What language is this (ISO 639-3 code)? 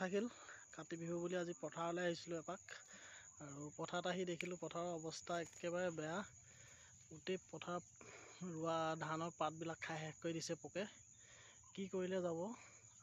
asm